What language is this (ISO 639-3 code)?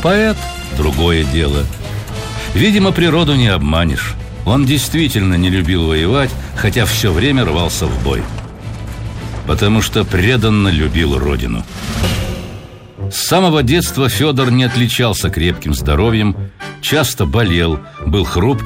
rus